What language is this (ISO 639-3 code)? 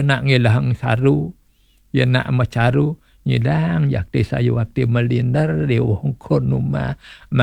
ban